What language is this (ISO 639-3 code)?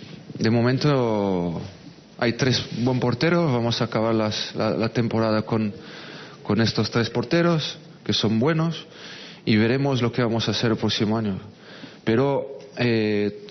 spa